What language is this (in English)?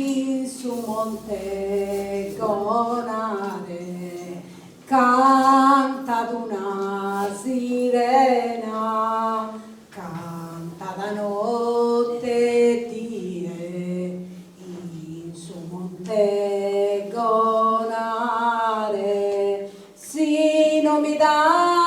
Sardinian